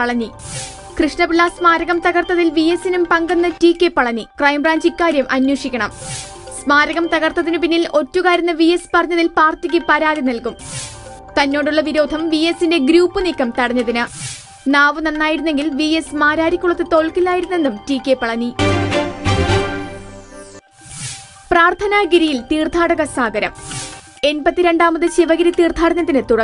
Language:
Malayalam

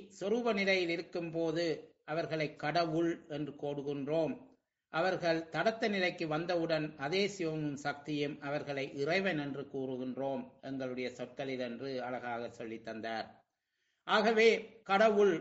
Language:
Tamil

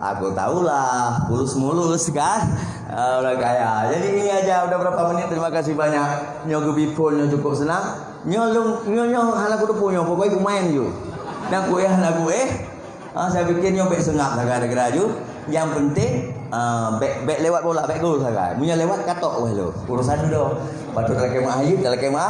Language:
Achinese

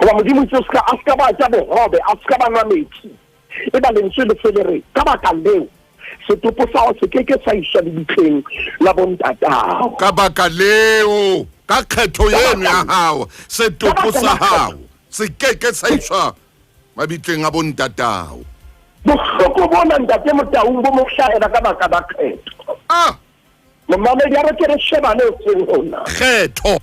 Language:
Southern Sotho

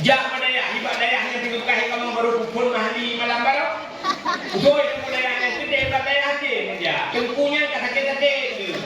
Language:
Achinese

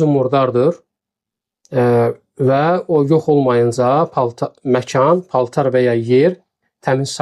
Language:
Azerbaijani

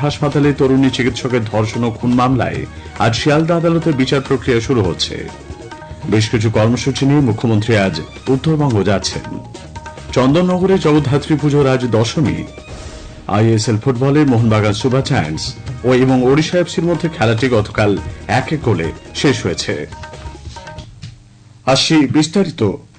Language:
Bangla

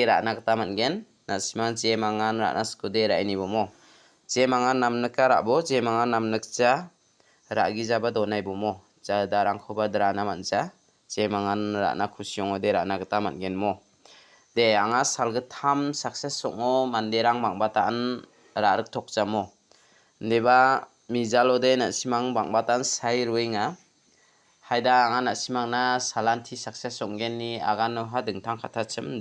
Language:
Garo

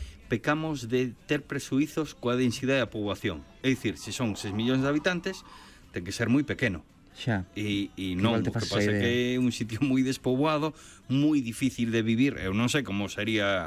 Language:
Galician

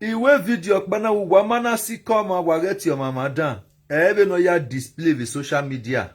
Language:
Nigerian Pidgin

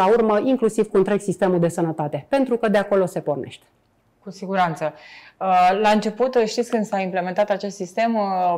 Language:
Romanian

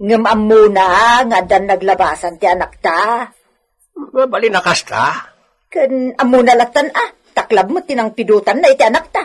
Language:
Iloko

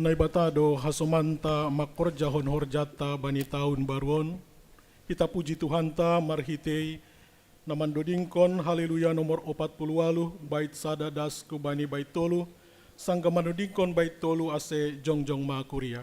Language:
Batak Simalungun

